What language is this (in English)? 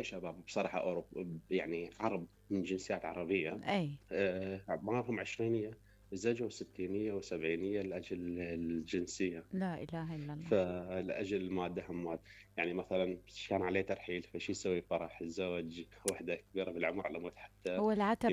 Mesopotamian Arabic